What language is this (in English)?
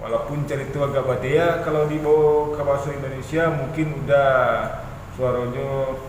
Minangkabau